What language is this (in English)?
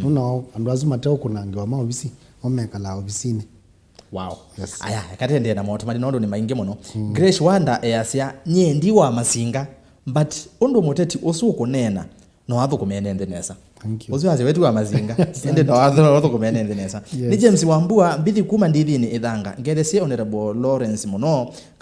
Kamba